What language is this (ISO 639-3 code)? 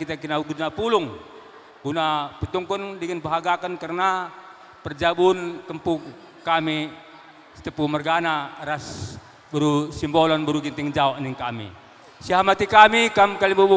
btx